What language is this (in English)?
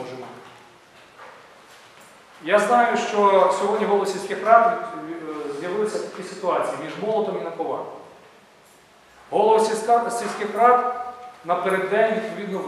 Ukrainian